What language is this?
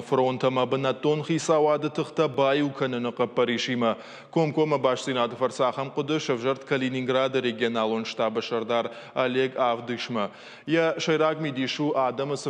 Ossetic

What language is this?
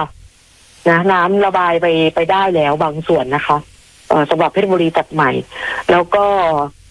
Thai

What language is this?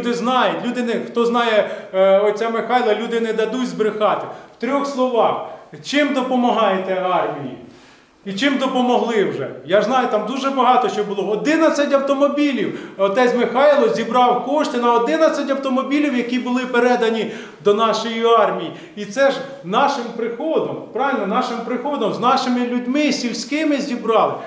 Ukrainian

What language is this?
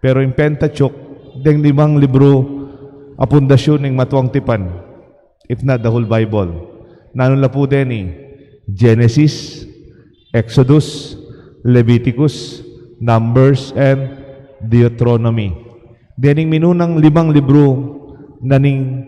Pampanga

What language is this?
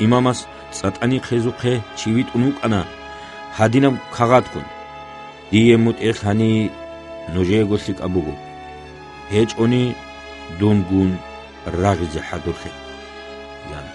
Avaric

